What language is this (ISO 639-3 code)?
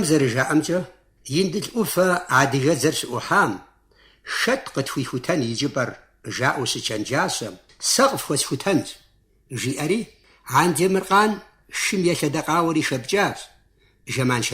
kbd